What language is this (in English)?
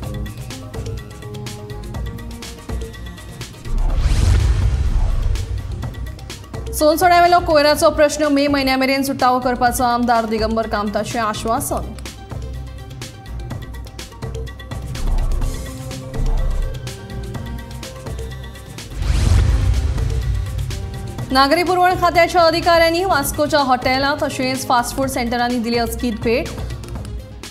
Konkani